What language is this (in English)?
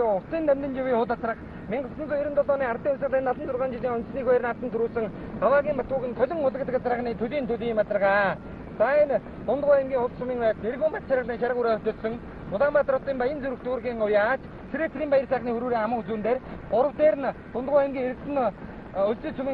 Mongolian